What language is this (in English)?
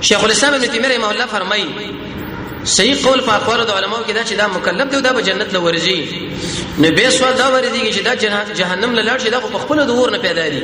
Pashto